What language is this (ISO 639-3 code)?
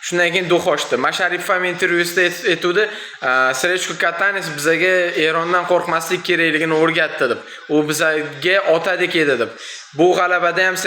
uzb